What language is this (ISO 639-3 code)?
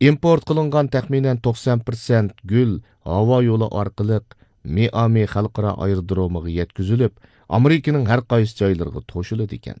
uig